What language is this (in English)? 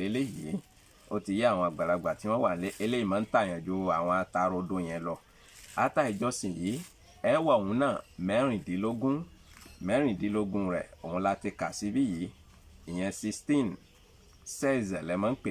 Yoruba